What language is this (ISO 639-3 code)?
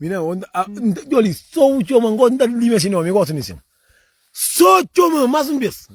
kea